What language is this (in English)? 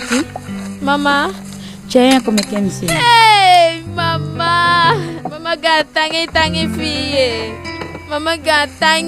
Eastern Maroon Creole